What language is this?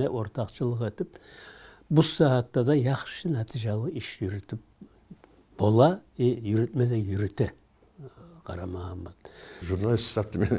Kumyk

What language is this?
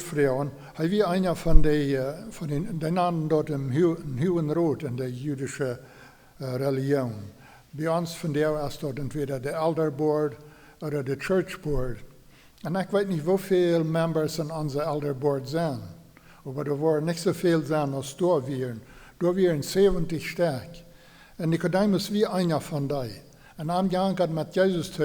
Plautdietsch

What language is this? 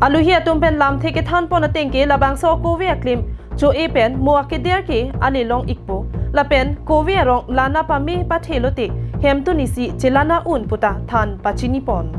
Karbi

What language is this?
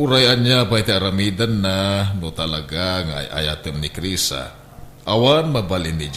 Iloko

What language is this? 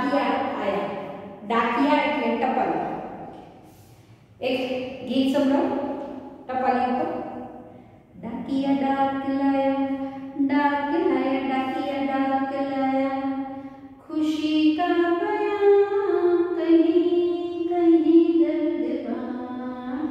Gujarati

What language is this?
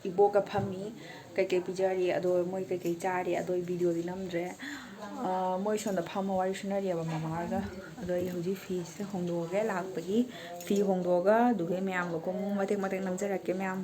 Manipuri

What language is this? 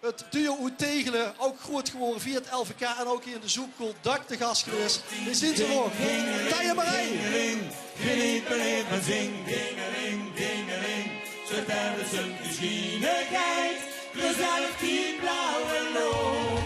Limburgish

